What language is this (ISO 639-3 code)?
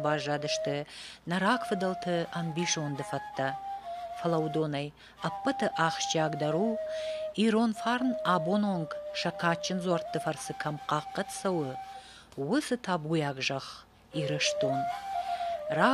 oss